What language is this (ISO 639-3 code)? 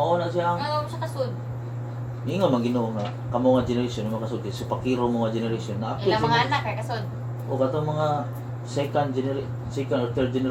ceb